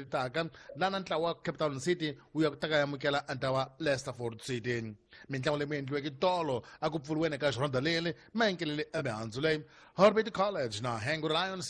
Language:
Tsonga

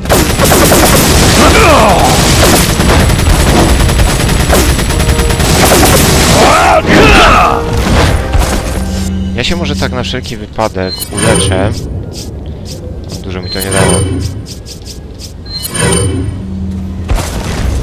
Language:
Polish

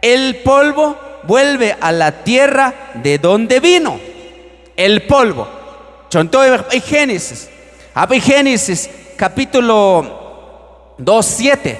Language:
Q'anjob'al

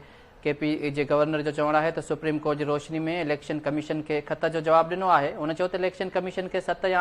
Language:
Sindhi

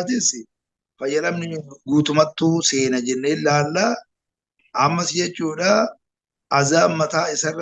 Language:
Oromo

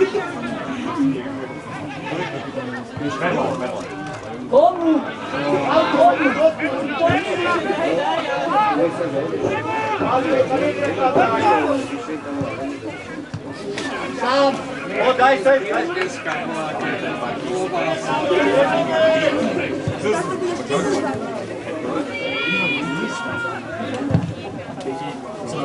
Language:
Slovak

